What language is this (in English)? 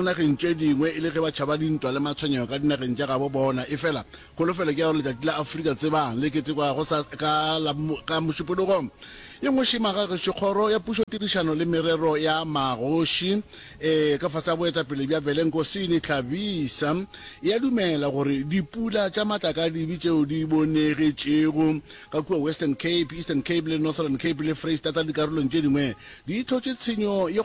Northern Sotho